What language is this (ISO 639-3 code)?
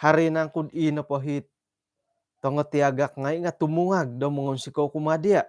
dtp